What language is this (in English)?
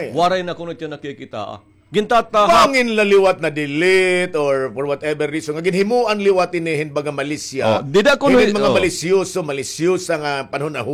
Waray